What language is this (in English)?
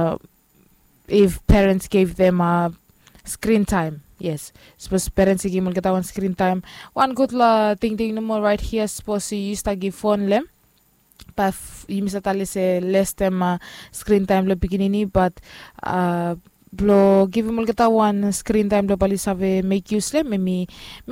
Bislama